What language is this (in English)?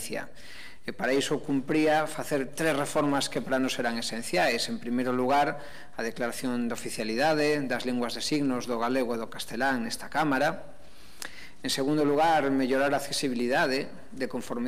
Galician